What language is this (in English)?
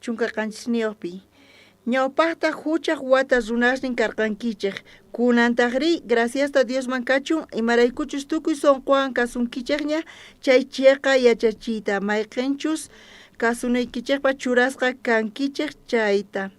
South Bolivian Quechua